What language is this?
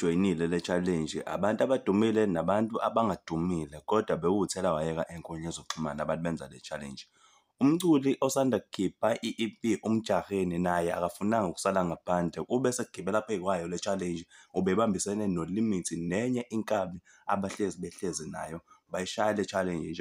Zulu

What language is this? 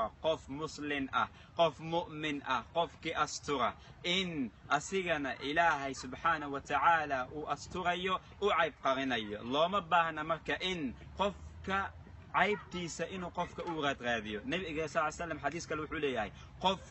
Somali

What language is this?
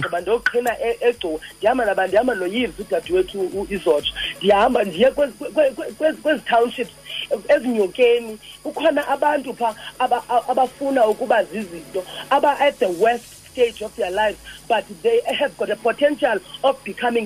Xhosa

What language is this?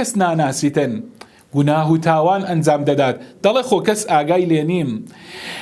Central Kurdish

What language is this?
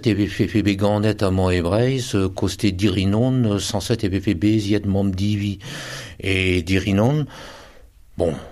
Breton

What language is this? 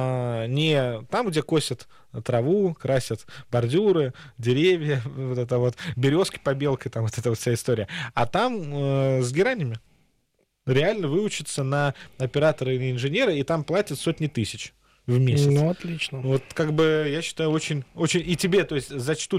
Russian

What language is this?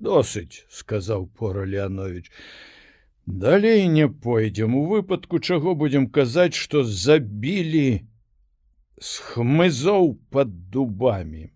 Belarusian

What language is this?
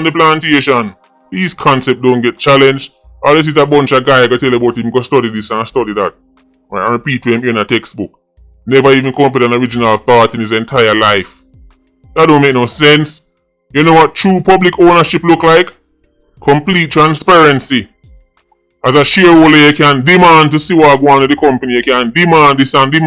Jamaican Creole English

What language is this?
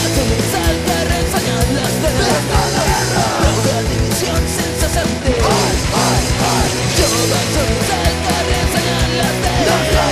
Catalan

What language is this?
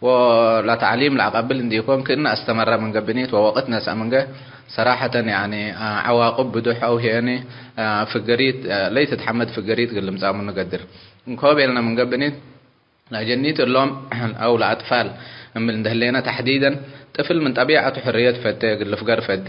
Tigre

